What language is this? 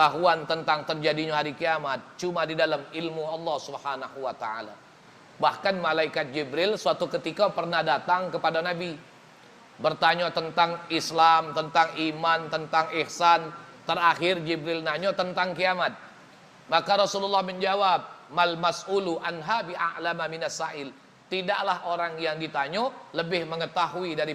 Musi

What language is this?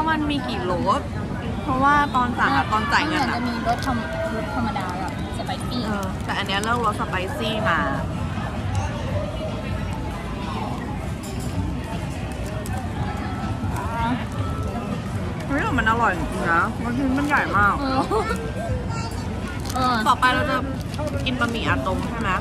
Thai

